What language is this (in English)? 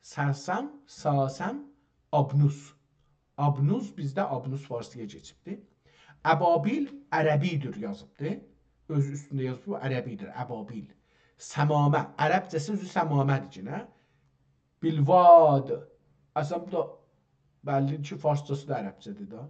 South Azerbaijani